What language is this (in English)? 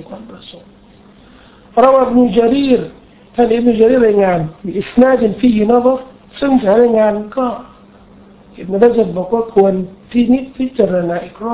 Thai